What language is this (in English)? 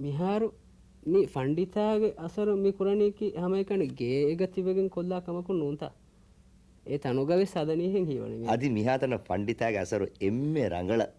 Divehi